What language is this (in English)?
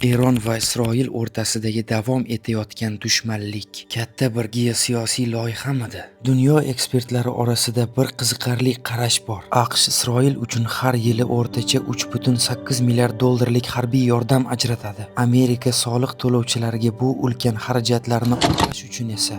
Uzbek